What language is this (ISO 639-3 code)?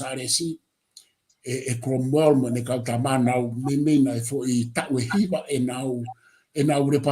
ton